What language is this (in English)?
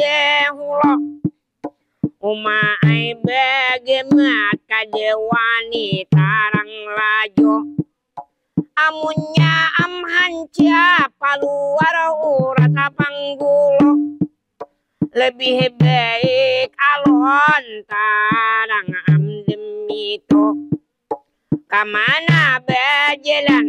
Banjar